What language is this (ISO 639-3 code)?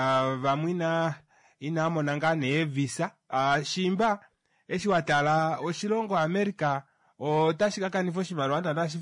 kua